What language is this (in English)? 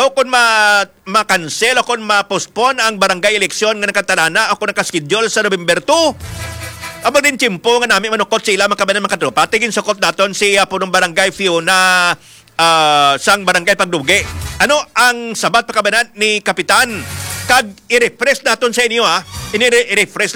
Hiligaynon